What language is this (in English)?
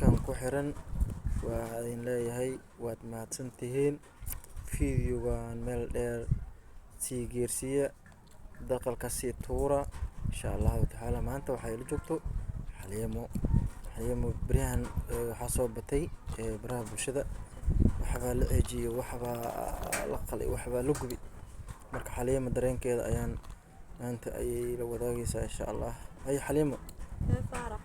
Somali